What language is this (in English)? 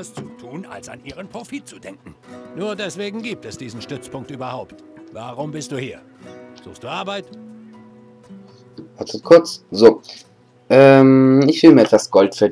German